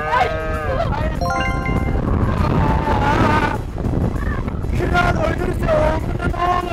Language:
Turkish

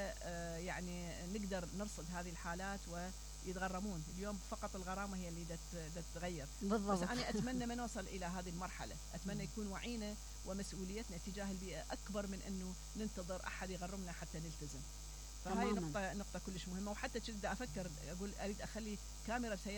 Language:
Mesopotamian Arabic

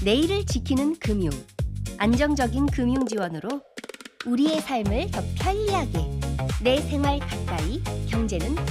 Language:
Korean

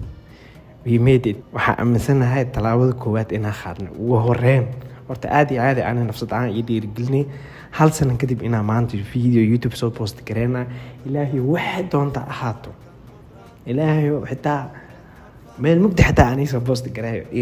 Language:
Somali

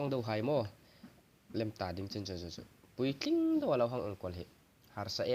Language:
Hmar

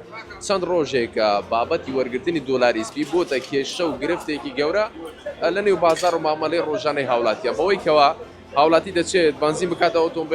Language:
Central Kurdish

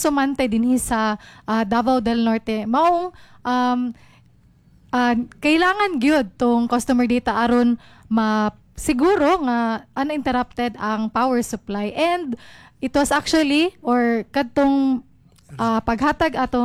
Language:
Cebuano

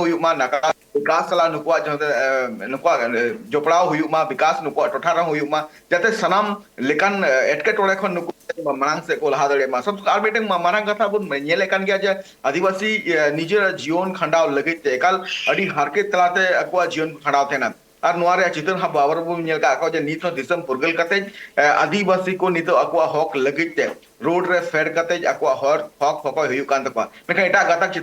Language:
Santali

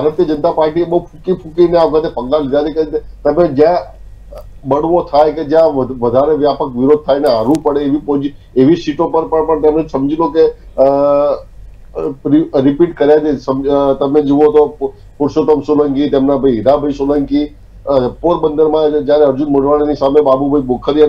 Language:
Gujarati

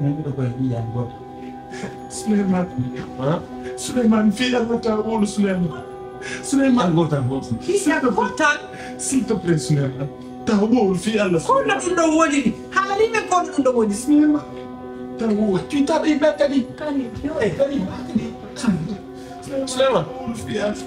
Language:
Pular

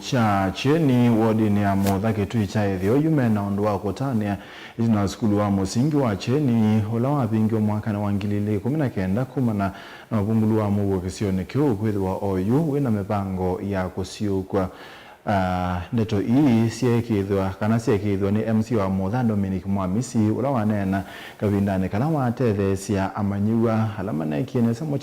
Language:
Kamba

